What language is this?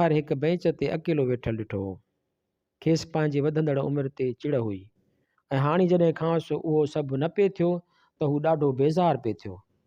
Sindhi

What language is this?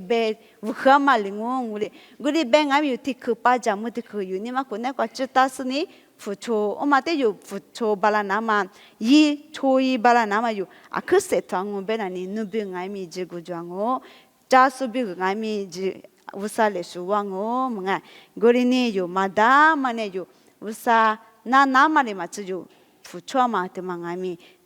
Lisu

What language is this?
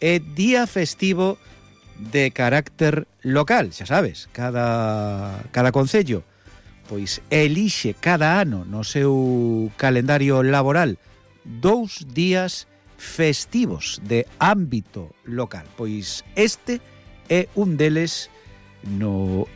Galician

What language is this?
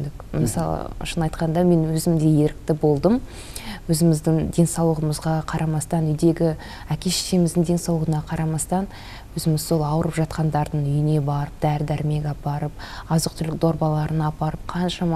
Kazakh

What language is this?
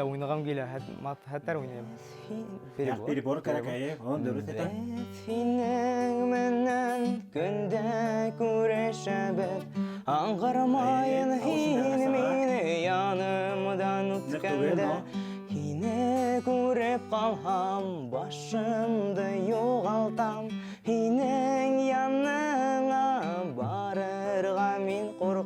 Bashkir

